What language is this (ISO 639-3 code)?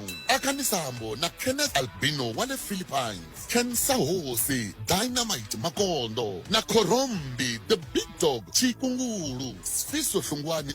tso